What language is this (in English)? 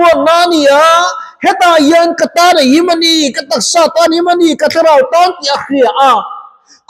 Mizo